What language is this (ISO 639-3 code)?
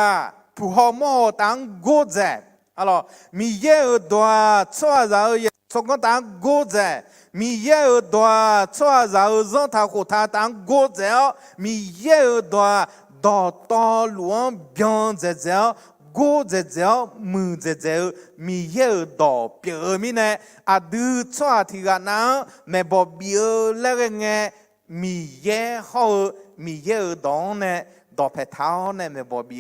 ahk